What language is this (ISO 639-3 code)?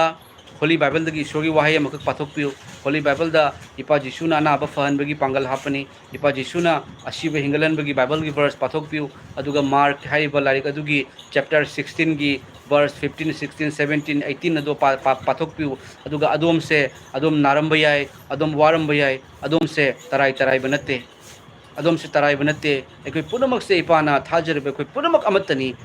mni